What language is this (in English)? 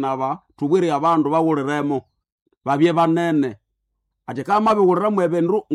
Nande